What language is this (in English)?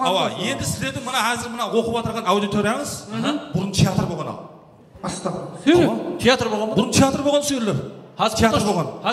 Kara-Kalpak